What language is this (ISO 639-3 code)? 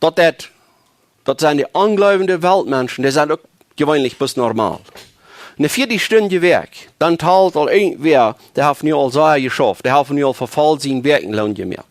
pdt